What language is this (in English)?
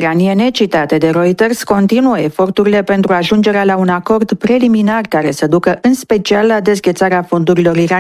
Romanian